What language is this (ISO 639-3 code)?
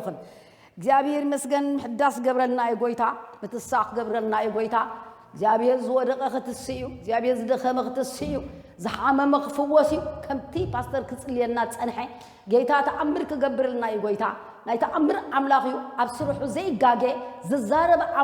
tir